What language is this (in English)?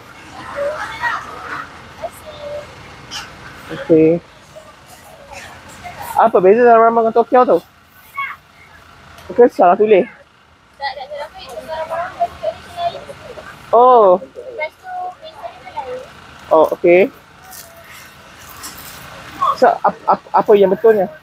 Malay